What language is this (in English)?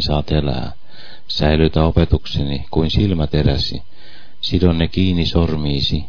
Finnish